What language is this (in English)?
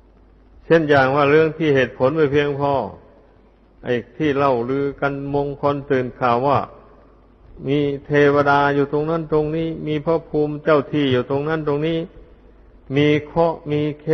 Thai